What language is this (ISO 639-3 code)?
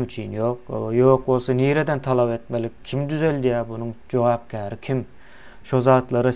tuk